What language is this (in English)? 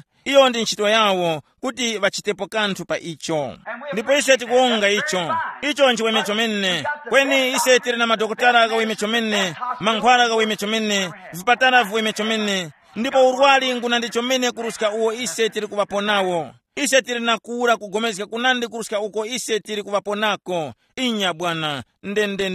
Tumbuka